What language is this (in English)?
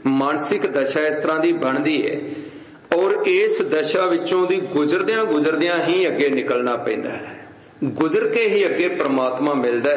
Punjabi